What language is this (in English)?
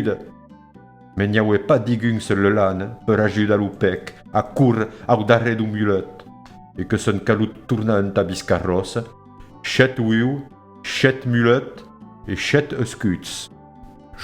Occitan